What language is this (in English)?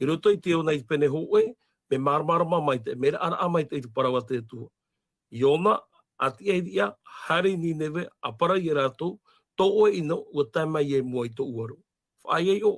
Tahitian